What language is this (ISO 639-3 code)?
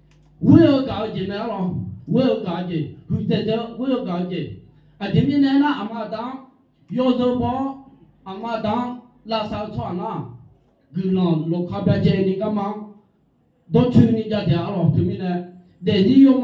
ahk